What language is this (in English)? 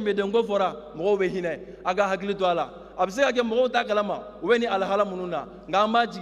Bambara